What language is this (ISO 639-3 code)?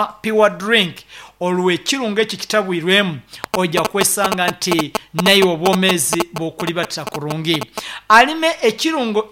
nyn